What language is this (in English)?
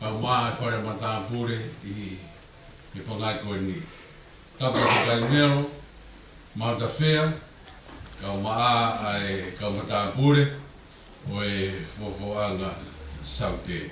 Tongan